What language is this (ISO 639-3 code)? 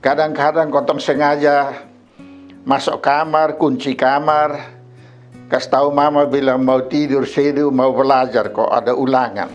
mkn